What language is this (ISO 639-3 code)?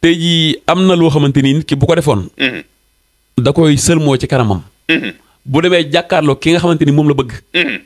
wol